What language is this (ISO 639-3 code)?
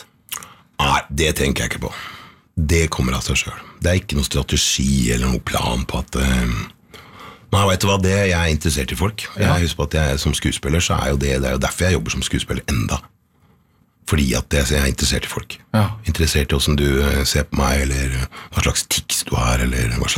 nor